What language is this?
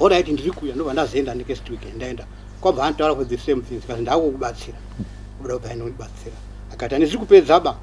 Shona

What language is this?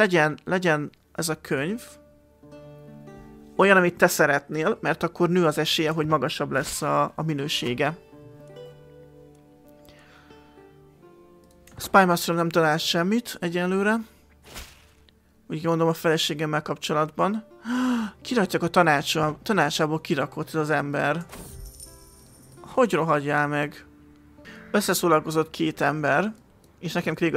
Hungarian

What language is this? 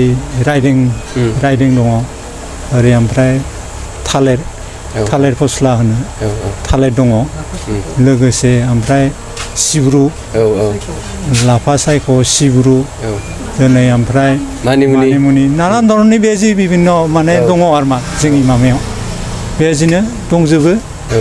Bodo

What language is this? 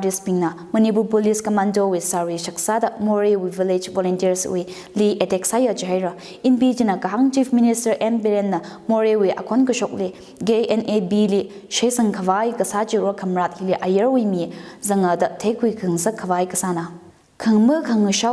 Tangkhul Naga (India)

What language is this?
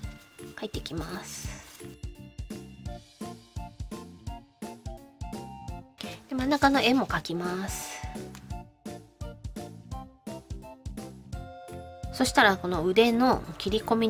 Japanese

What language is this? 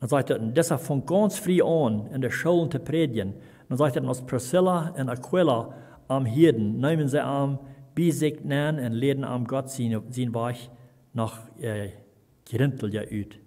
Plautdietsch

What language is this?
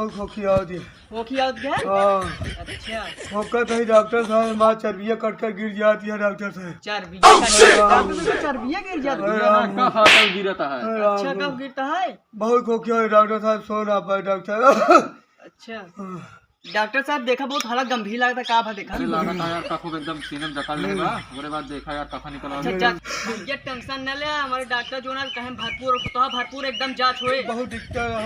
Awadhi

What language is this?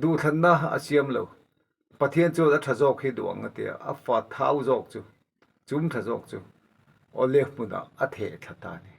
Mizo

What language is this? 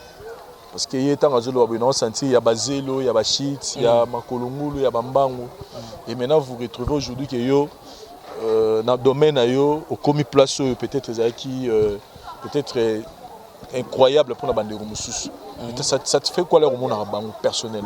Lingala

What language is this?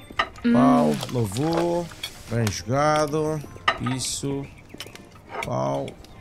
Portuguese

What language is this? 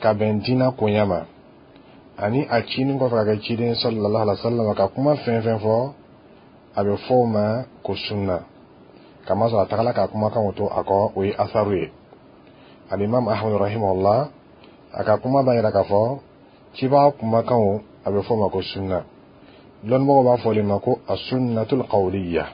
Dyula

